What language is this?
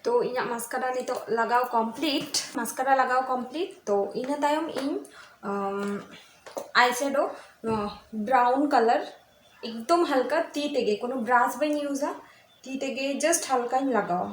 Santali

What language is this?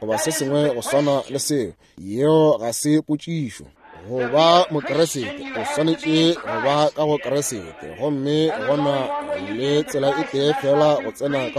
Northern Sotho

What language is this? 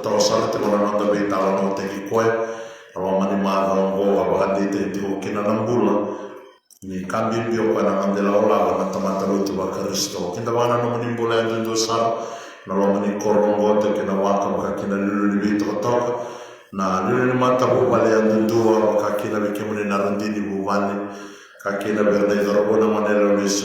Fijian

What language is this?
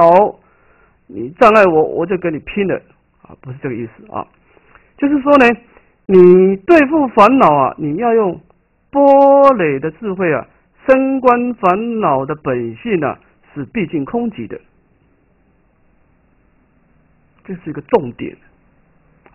Chinese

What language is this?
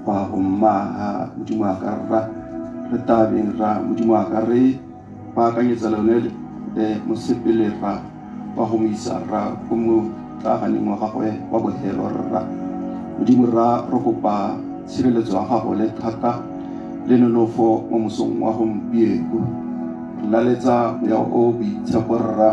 Tswana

